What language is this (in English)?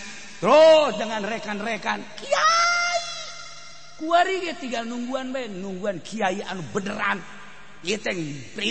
Sundanese